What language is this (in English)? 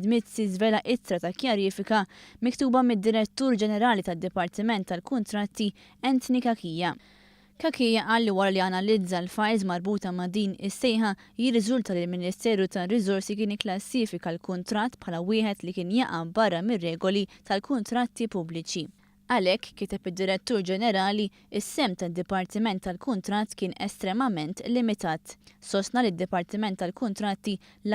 Maltese